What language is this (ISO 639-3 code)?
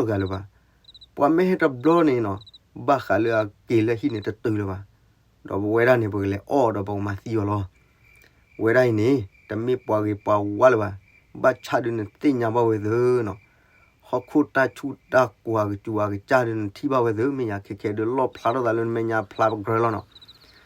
ksw